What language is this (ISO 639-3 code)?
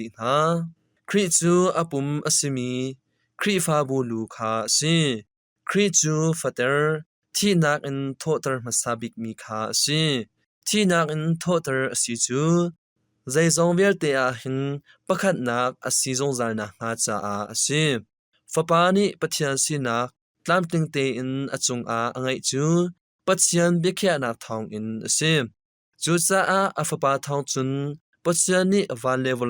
cnh